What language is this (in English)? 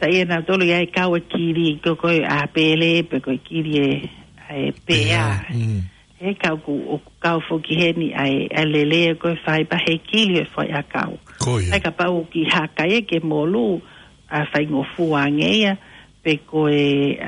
Tongan